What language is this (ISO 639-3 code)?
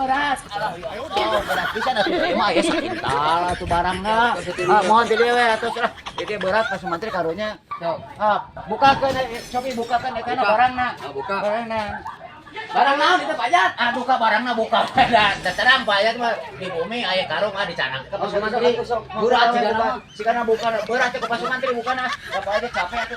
sun